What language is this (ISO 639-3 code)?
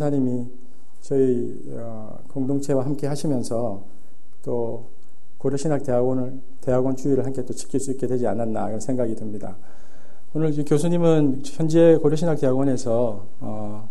kor